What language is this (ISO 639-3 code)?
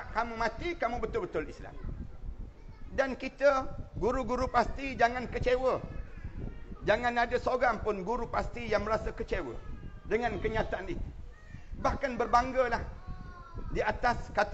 msa